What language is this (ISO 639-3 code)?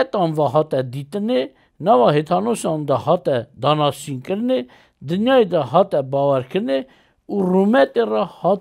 kur